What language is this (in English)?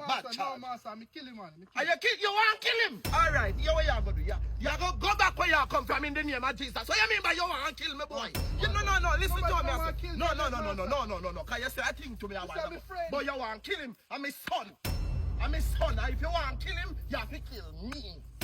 Jamaican Creole English